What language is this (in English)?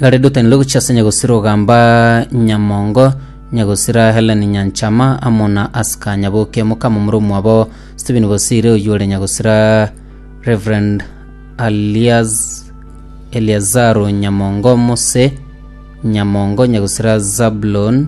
Gusii